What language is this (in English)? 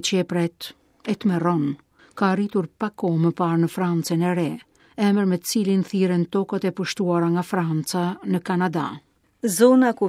Albanian